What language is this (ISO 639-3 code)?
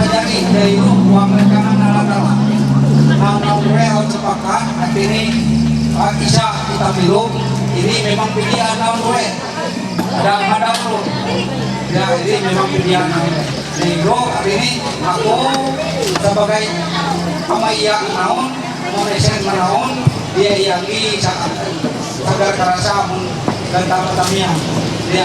mhy